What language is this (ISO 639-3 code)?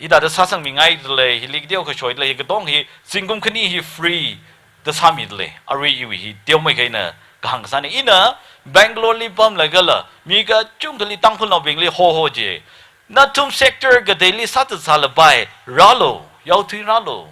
nmf